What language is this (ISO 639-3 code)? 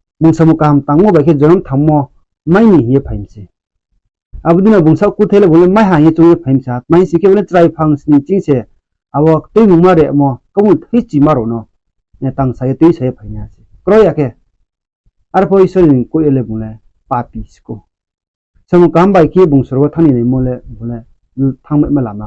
ria